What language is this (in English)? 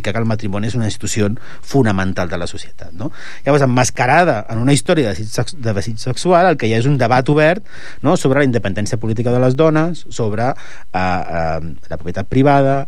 Catalan